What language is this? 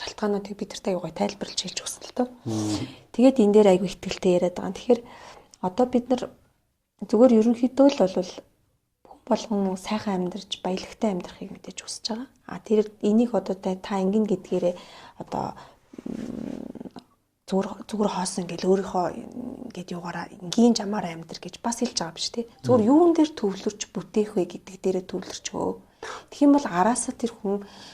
Mongolian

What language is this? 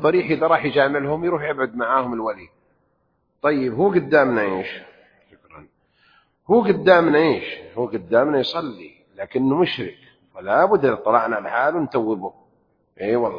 Arabic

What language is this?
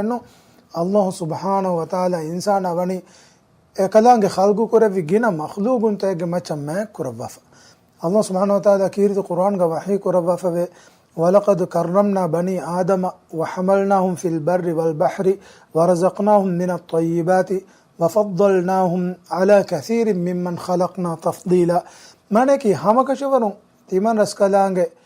Divehi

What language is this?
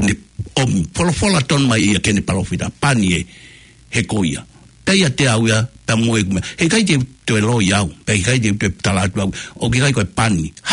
Tongan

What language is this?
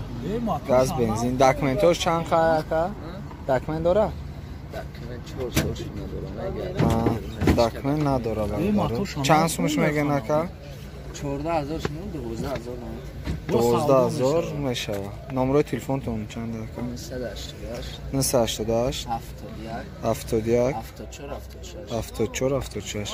Tajik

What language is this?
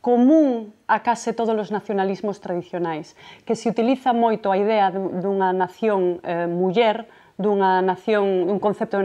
Galician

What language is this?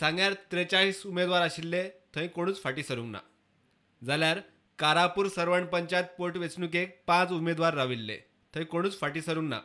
Konkani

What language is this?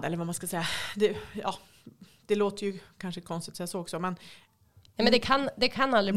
Swedish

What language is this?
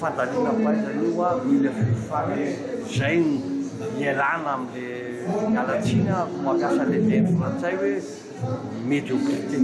Malagasy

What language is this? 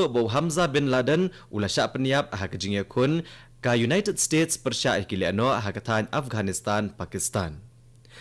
Khasi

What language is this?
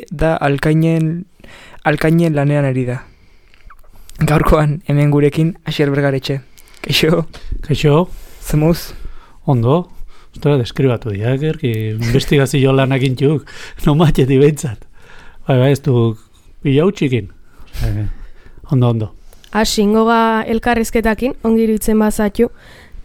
Basque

